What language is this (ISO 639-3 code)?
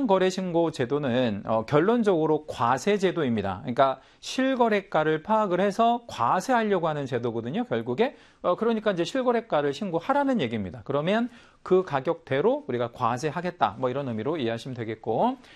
kor